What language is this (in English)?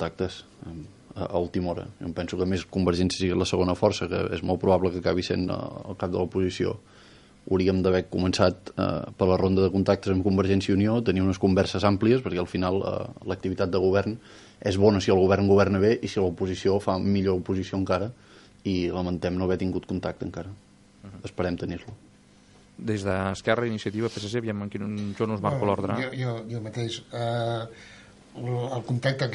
Catalan